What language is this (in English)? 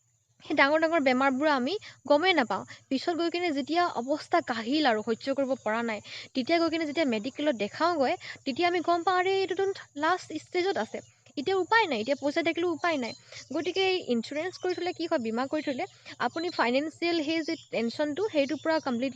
Assamese